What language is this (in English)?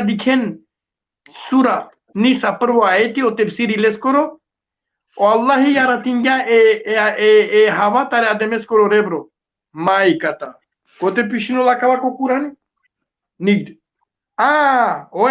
Balkan Romani